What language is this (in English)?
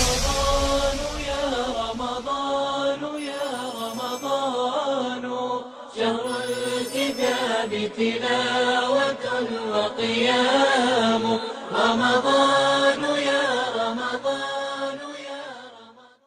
Persian